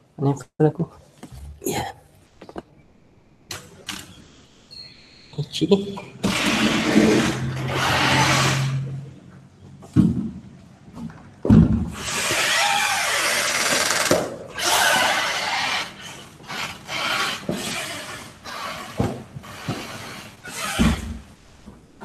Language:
Malay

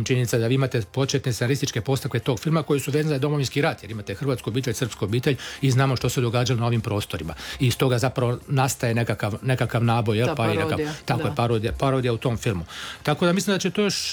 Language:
Croatian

